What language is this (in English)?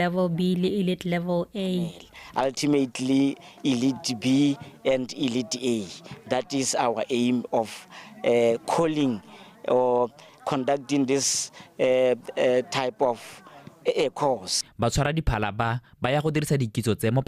Tswana